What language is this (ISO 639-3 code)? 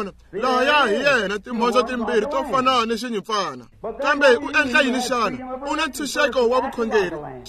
tso